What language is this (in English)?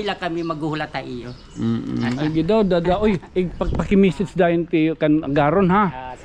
Waray